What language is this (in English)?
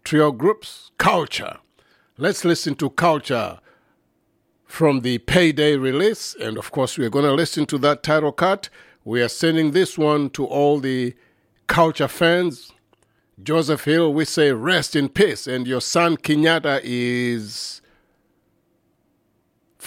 English